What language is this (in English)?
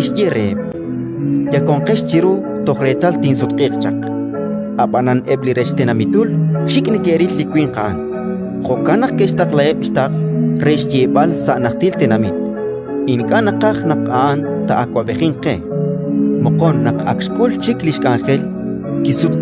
Kekchí